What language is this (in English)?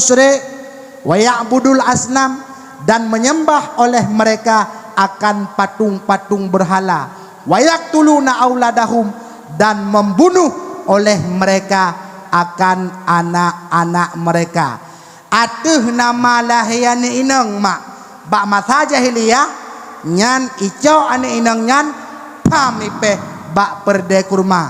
Achinese